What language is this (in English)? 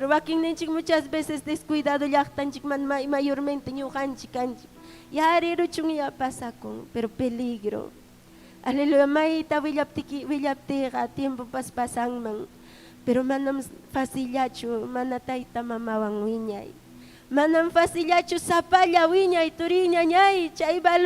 Ayacucho Quechua